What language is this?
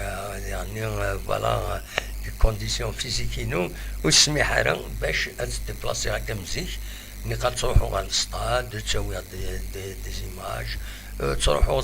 Kabyle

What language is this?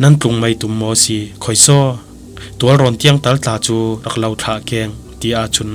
Falam Chin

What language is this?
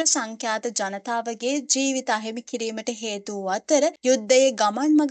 Sinhala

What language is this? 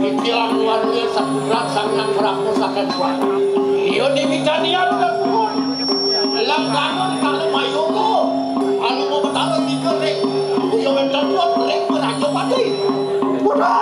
Balinese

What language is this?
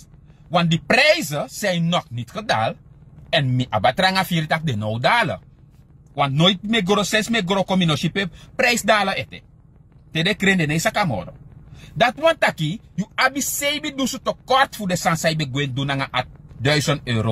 Sranan Tongo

